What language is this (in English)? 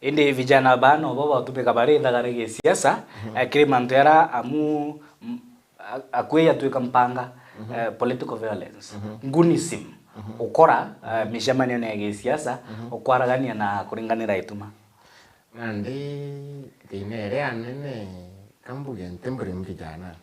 Meru